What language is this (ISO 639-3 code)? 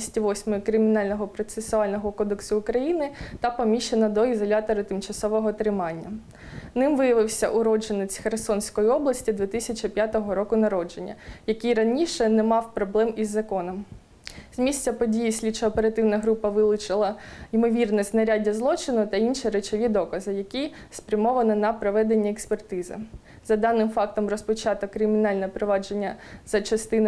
ukr